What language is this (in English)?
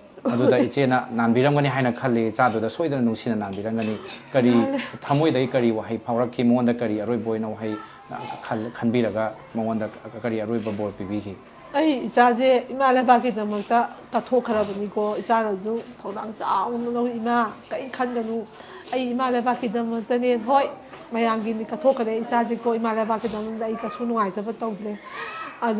Manipuri